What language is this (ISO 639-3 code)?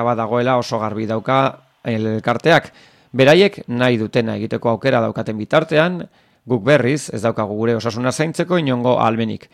eus